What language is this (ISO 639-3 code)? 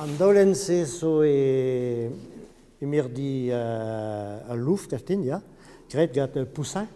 bre